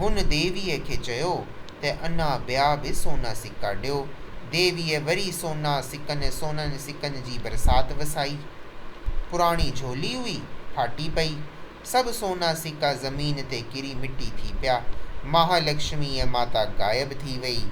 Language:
Sindhi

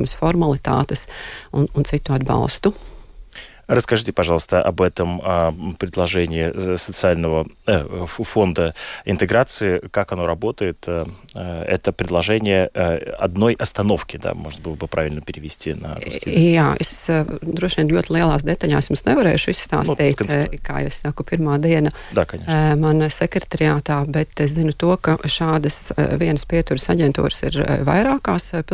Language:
Latvian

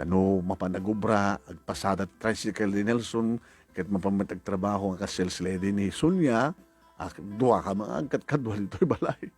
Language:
Iloko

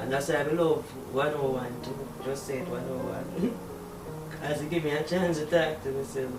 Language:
Jamaican Creole English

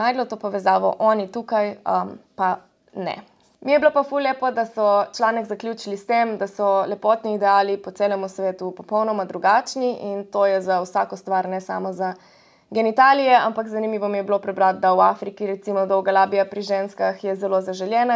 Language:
Slovenian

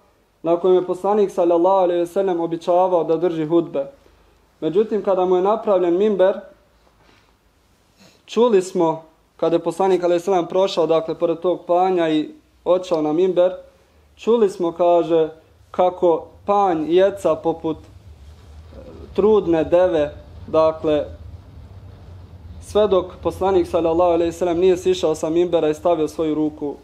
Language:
Bosnian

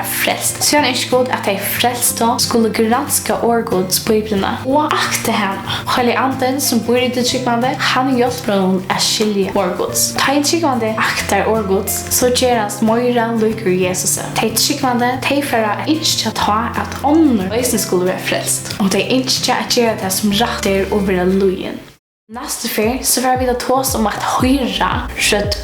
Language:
Faroese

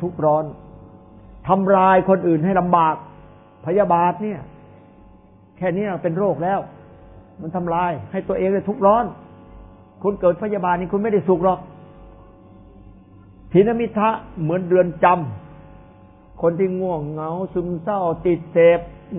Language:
Thai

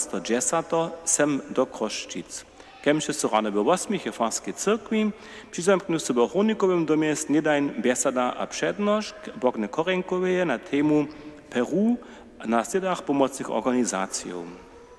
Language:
Upper Sorbian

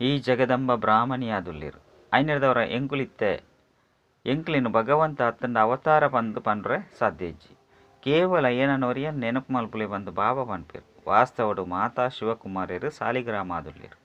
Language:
Tulu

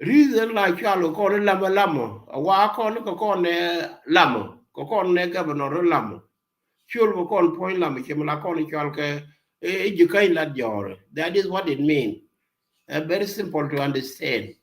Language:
Nuer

